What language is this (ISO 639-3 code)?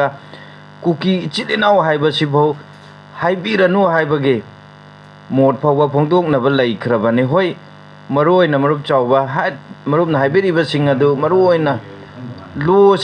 mni